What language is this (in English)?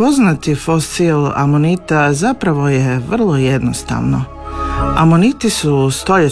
Croatian